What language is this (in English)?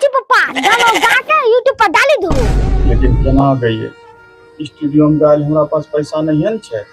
Maithili